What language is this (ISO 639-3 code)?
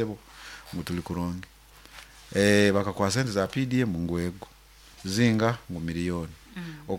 nyo